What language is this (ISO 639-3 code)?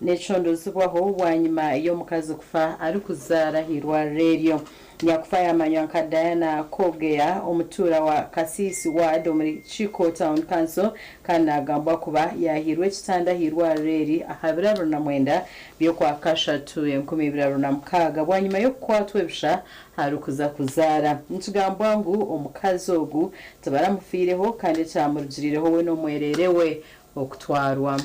nyn